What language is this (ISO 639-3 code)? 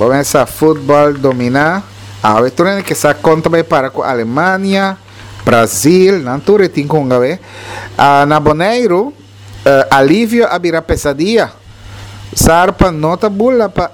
pap